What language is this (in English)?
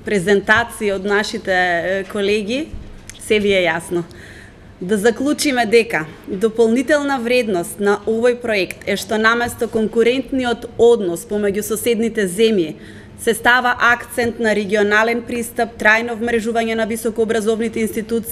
Macedonian